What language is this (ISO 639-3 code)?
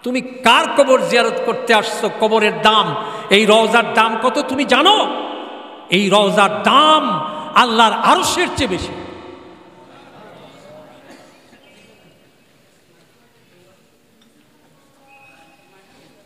ben